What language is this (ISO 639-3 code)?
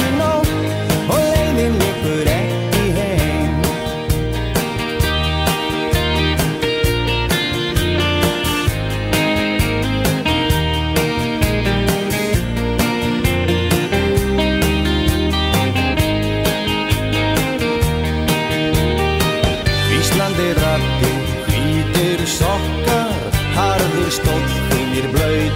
isl